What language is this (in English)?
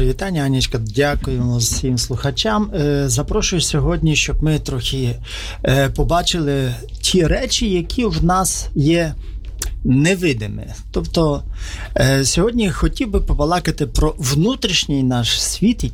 Ukrainian